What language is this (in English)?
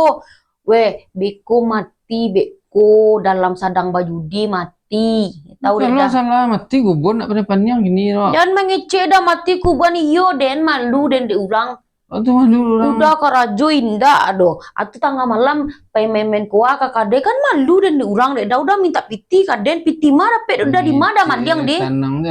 Minangkabau